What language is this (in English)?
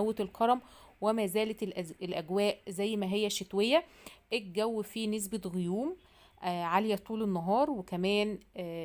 Egyptian Arabic